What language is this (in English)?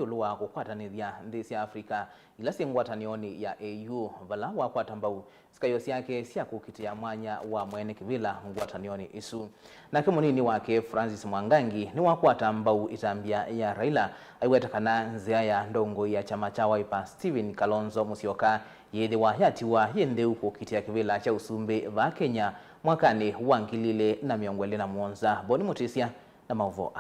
Kamba